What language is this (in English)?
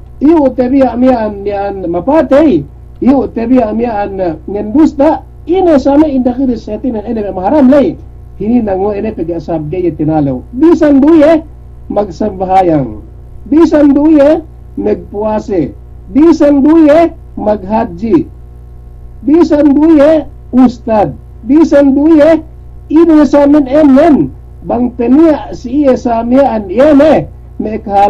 Yakan